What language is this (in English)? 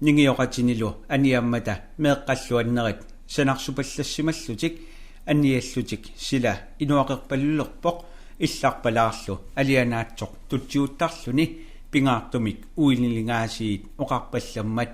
Kalaallisut